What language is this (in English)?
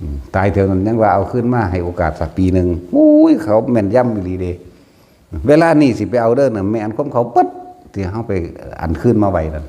Northeastern Thai